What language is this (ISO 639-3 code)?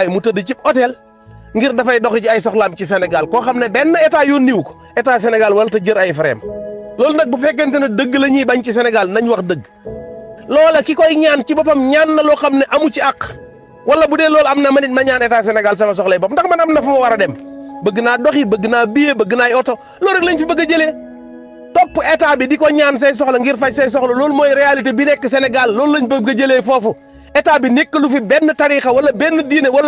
wol